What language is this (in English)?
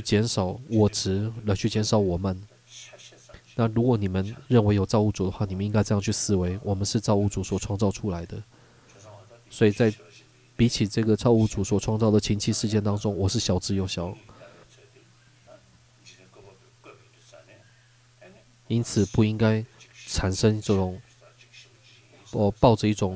Chinese